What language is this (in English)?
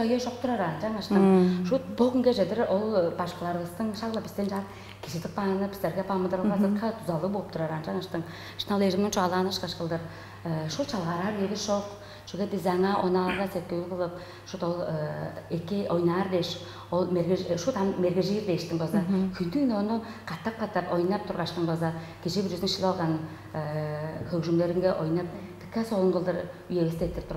Tuvinian